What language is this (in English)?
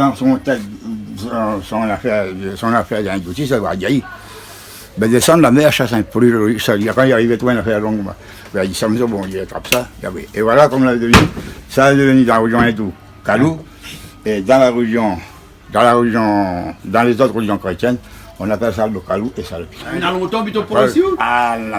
Réunion Creole French